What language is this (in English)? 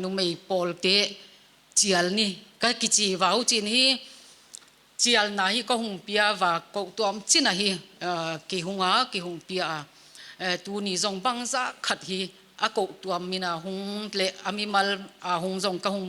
Paite Chin